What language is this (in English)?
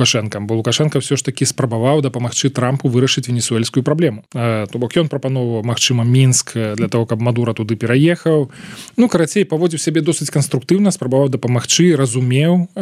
Belarusian